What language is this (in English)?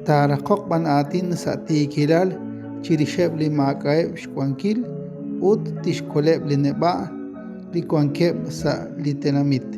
Kekchí